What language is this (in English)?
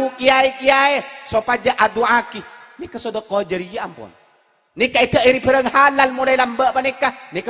Madurese